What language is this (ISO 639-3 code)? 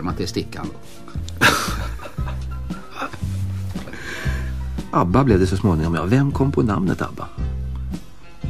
swe